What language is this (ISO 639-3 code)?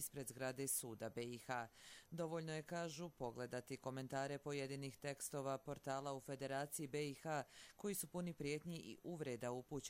bos